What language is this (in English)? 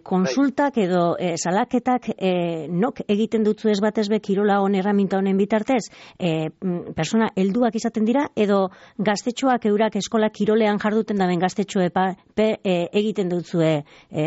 Basque